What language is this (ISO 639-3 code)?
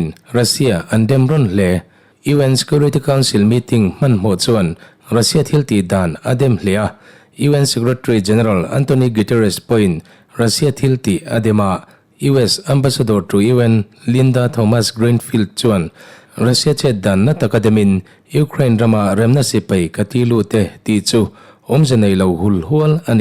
lus